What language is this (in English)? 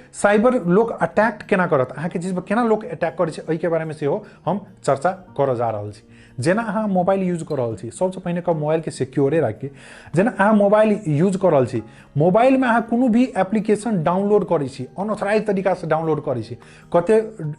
Maithili